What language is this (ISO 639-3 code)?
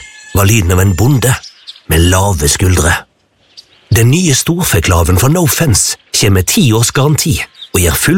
nor